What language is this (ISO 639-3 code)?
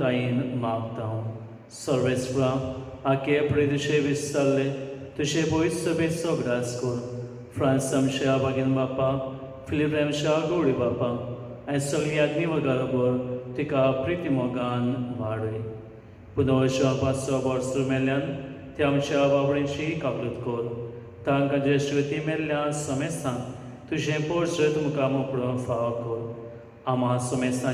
kok